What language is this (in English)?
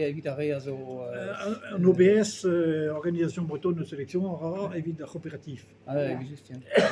Breton